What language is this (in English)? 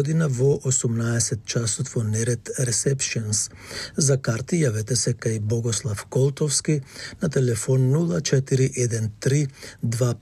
Macedonian